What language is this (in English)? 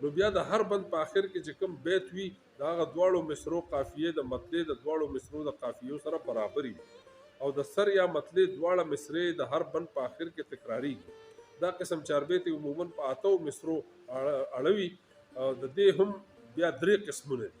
Pashto